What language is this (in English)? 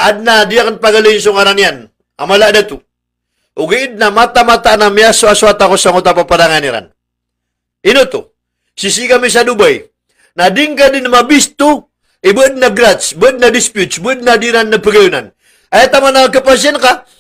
Maranao